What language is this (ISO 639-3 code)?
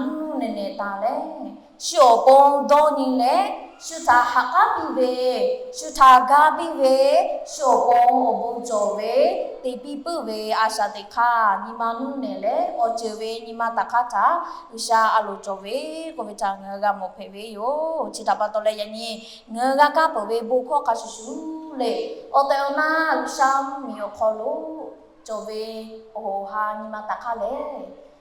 lhu